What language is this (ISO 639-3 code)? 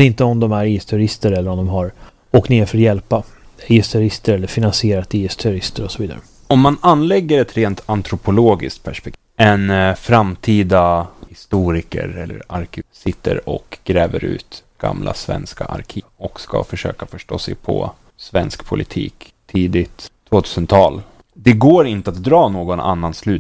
swe